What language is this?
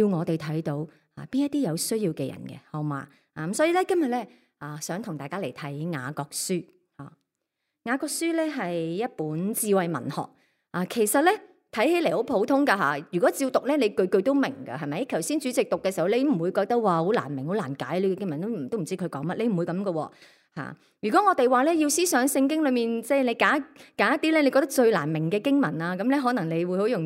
Cantonese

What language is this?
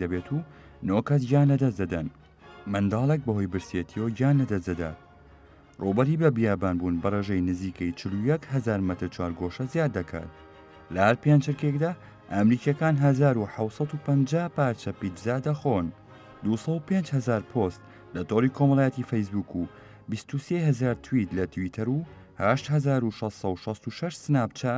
Central Kurdish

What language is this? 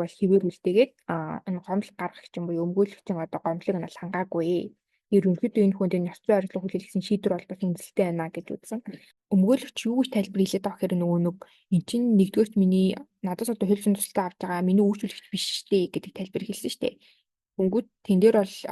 Mongolian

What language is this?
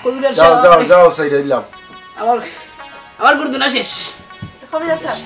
Sylheti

